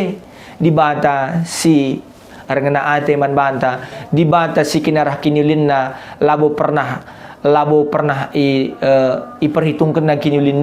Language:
Batak Karo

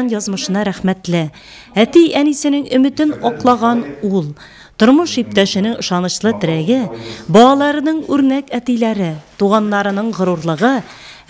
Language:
Tatar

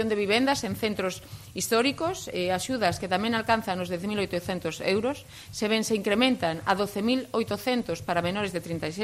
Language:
Galician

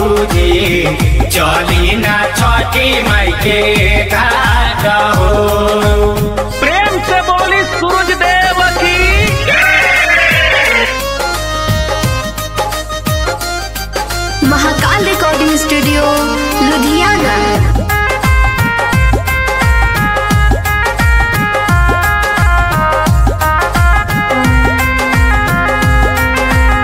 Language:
Bhojpuri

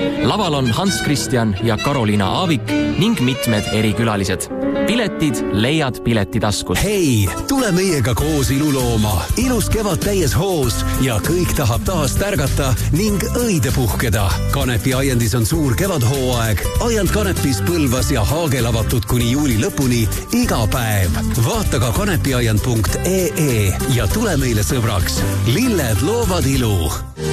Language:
Estonian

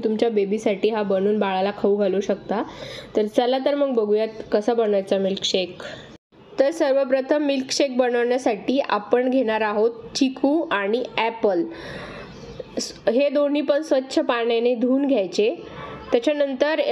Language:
Marathi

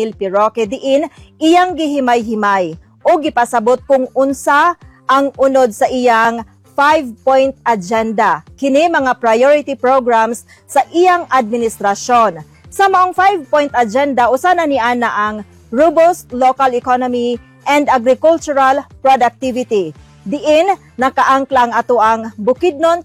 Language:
Cebuano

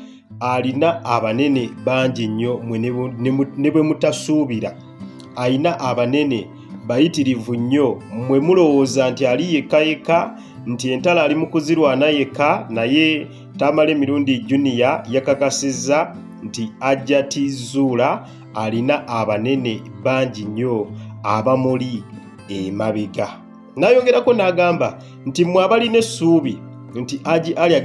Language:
Ganda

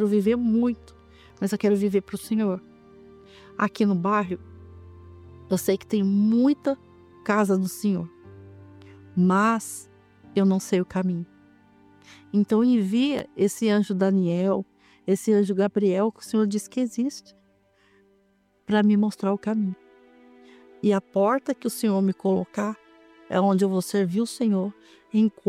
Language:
Portuguese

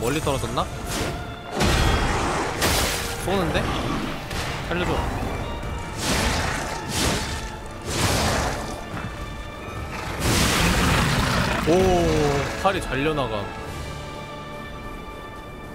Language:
Korean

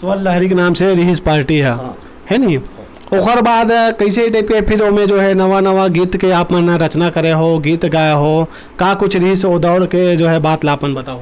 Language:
Chhattisgarhi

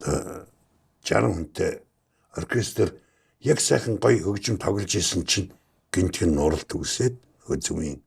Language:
Mongolian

